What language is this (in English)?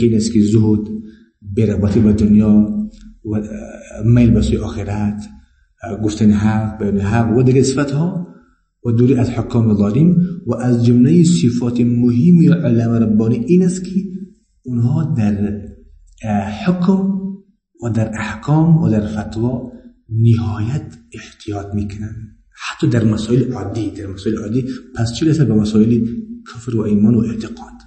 Persian